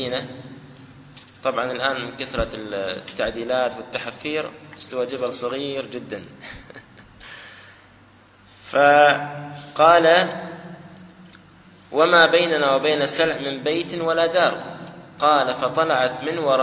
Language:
Arabic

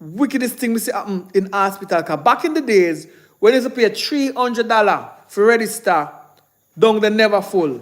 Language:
Jamaican Creole English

